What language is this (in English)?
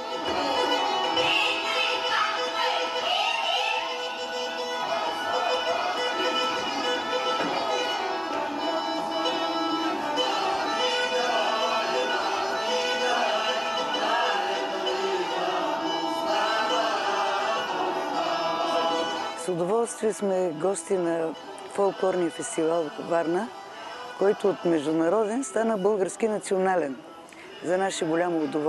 Bulgarian